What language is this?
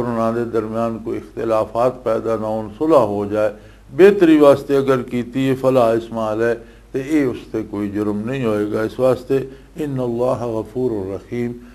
Western Panjabi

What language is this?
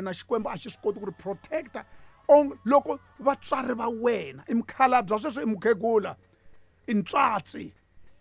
Tsonga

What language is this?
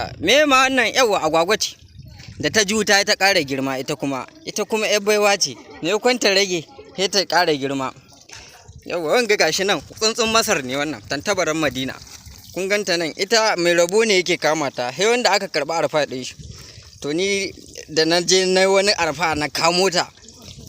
Hausa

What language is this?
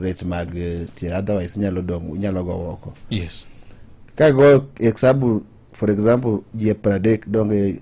Luo (Kenya and Tanzania)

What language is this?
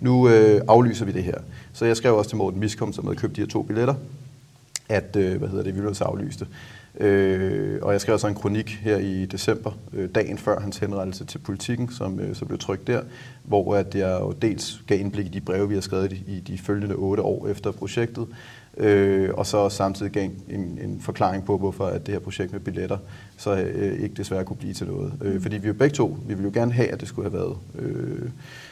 Danish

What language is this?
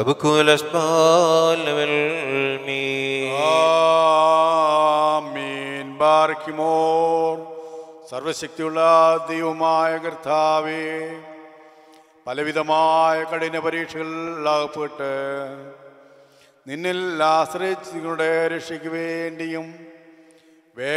Malayalam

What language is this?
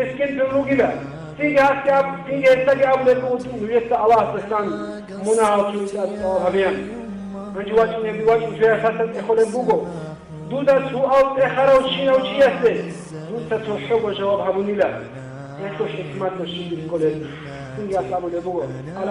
Avaric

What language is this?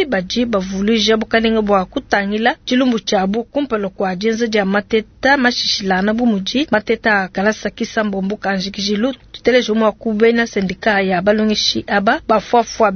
Luba-Lulua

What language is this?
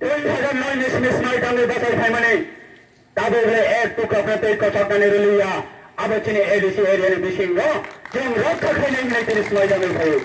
Riang (India)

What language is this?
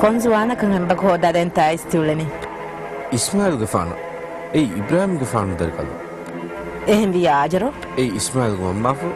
Divehi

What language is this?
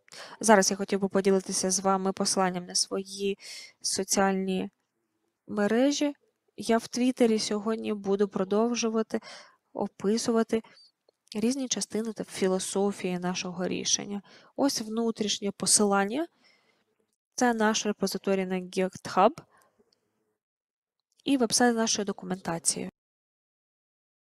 Ukrainian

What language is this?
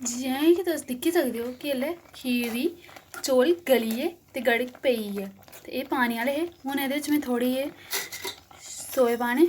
Dogri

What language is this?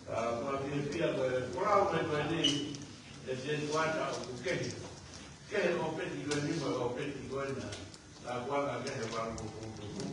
Tongan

